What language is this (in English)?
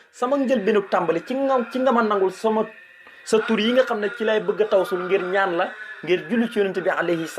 Wolof